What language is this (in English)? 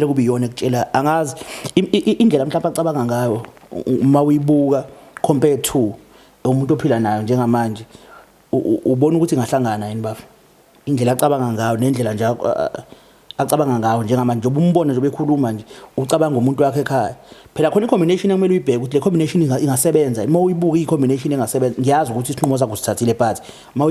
Zulu